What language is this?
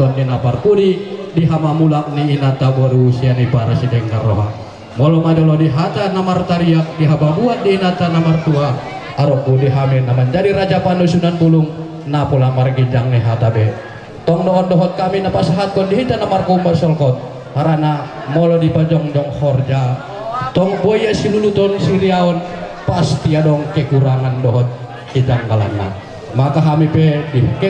Batak Toba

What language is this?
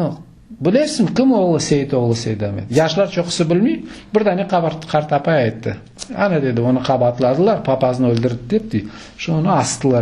Crimean Tatar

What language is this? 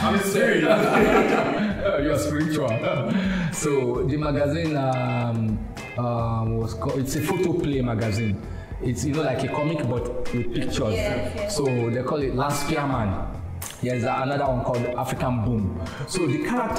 English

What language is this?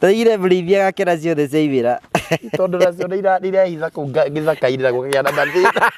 Kikuyu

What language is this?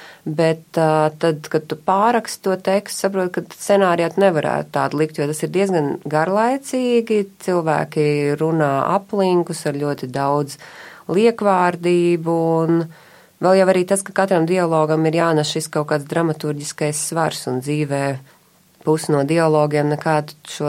Latvian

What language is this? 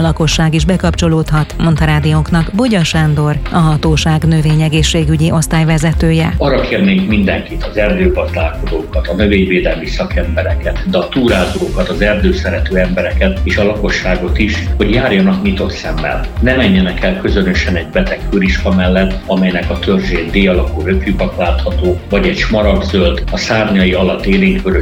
Hungarian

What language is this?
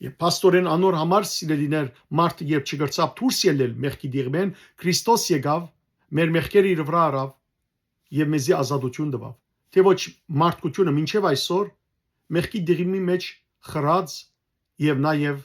Western Armenian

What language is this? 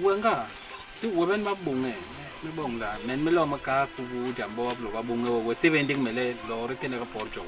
Basaa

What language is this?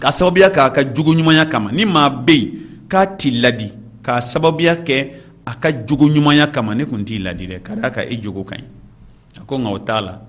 Bambara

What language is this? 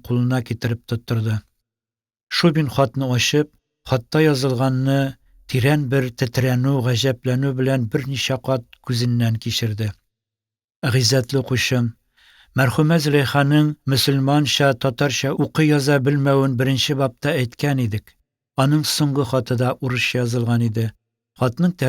Tatar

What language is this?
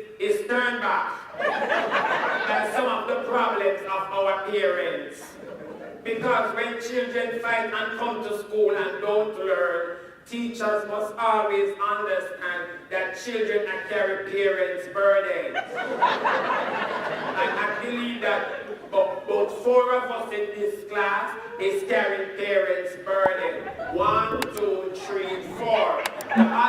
Jamaican Creole English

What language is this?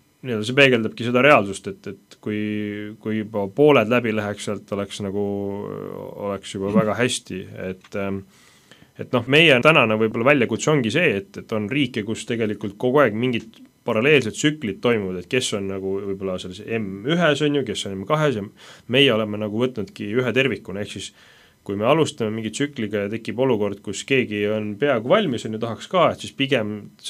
Estonian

